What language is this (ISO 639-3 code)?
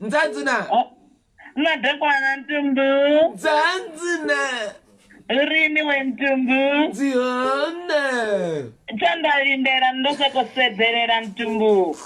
ven